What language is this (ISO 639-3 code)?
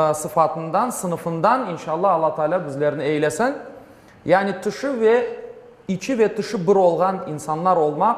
crh